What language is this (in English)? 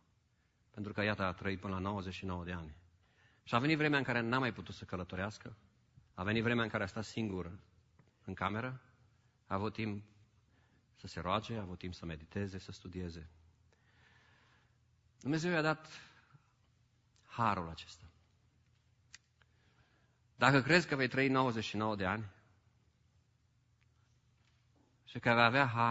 Romanian